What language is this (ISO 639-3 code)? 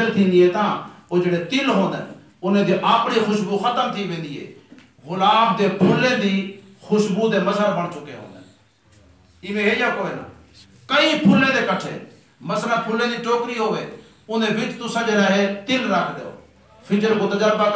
skr